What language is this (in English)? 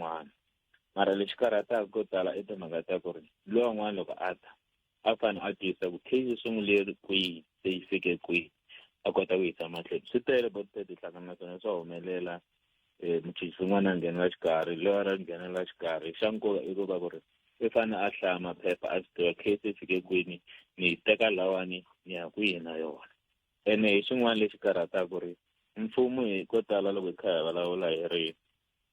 Tsonga